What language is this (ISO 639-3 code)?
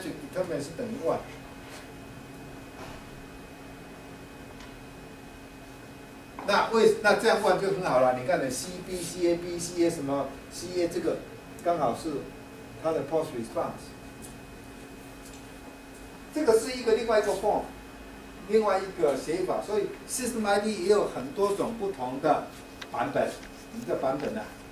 zho